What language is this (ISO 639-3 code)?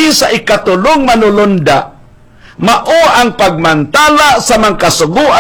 ceb